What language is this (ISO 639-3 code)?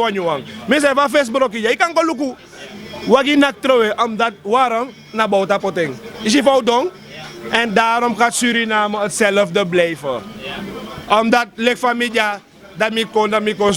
srn